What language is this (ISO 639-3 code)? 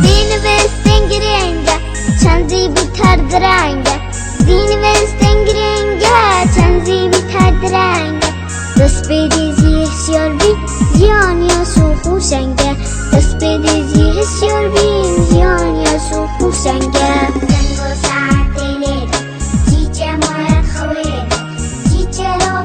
kur